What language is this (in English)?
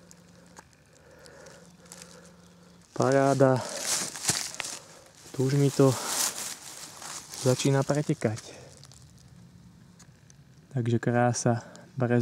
Slovak